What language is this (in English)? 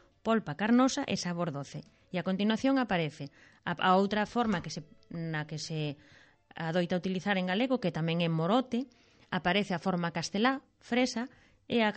Galician